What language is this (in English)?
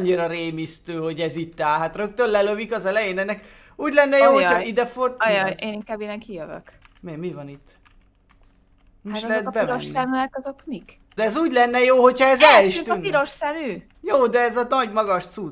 Hungarian